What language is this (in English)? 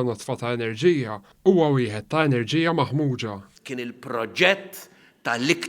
Maltese